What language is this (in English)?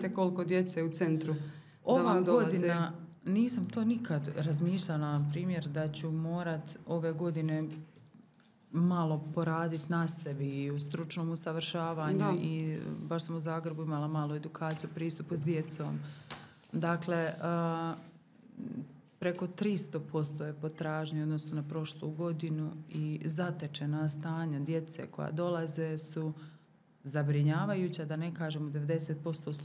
Croatian